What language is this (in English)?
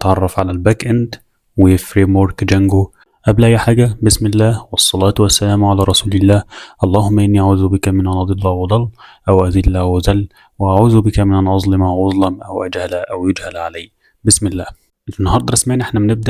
Egyptian Arabic